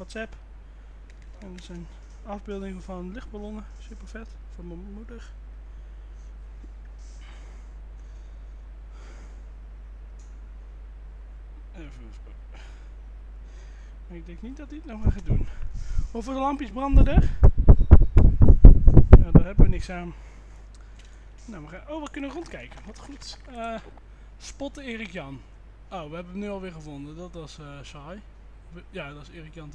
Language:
Dutch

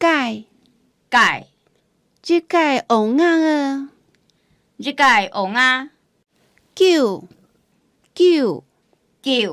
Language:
Hakka Chinese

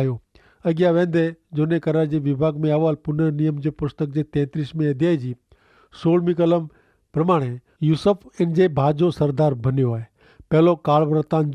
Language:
Kachhi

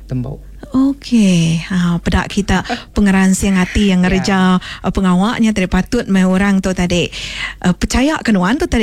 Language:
Iban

